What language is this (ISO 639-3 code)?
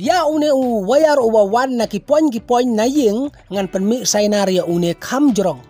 kha